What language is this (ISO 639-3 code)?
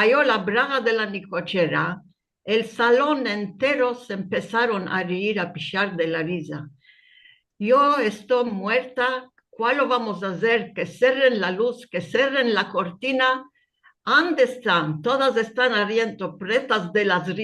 lad